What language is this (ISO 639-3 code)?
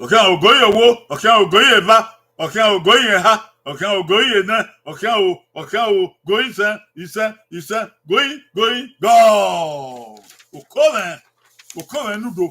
bin